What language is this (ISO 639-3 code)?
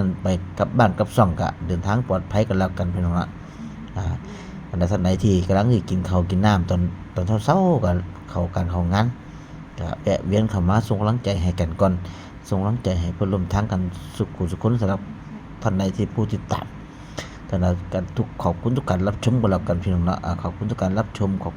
tts